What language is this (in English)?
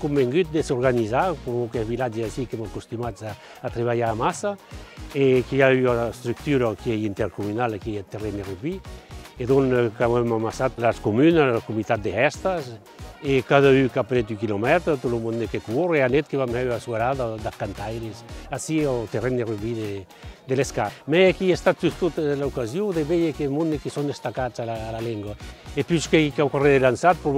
Occitan